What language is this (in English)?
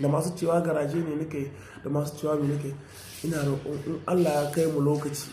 Hausa